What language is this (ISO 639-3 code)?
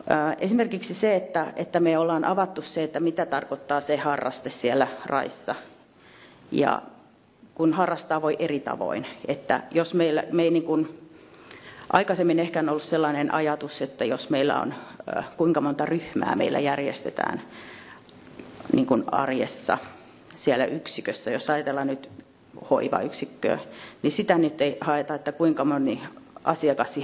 fin